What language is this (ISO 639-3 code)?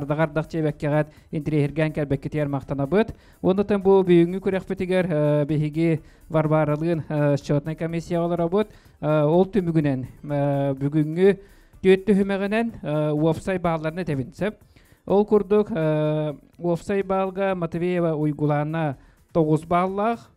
sah